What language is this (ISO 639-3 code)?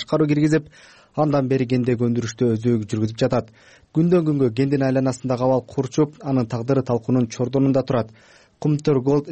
kir